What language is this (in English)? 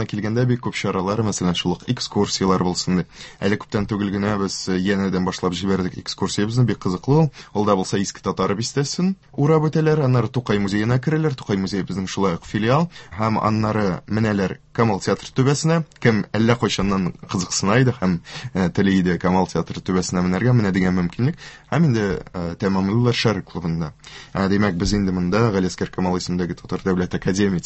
Tatar